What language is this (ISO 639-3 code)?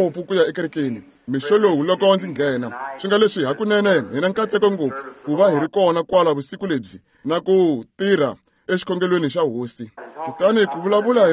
tso